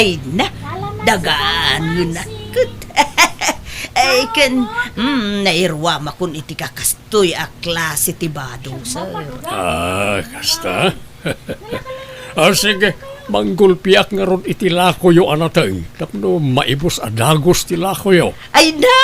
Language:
Iloko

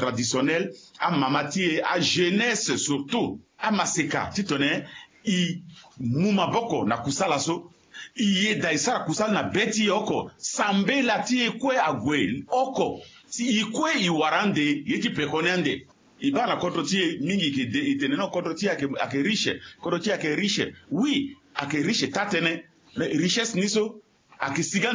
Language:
Sango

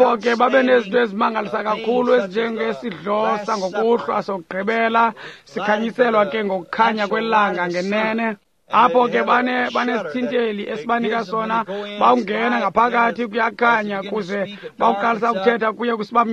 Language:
Xhosa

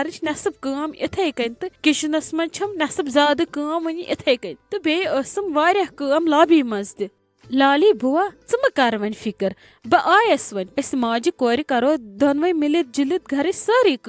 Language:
Kashmiri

